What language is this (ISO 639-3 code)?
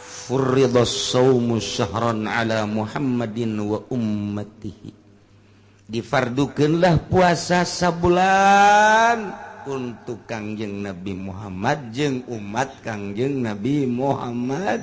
sun